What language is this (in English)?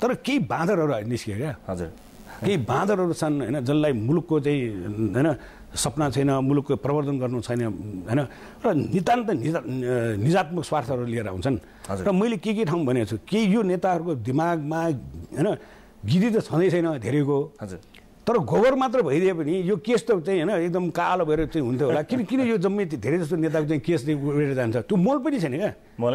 Nepali